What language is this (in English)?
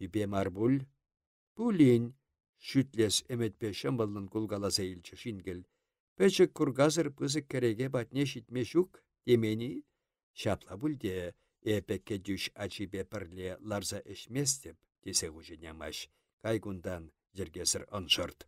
Chuvash